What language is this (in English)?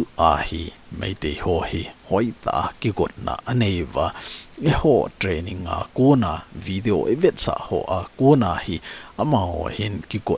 Thado Chin